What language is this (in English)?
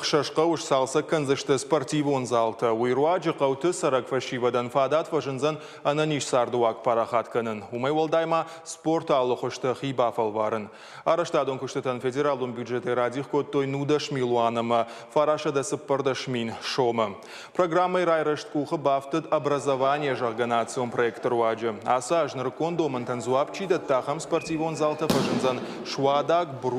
Ossetic